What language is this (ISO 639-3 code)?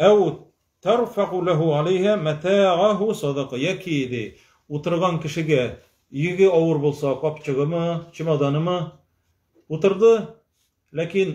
tat